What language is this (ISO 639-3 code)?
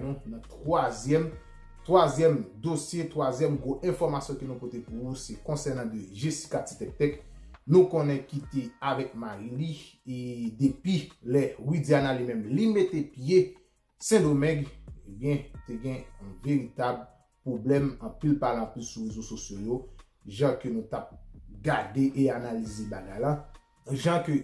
hat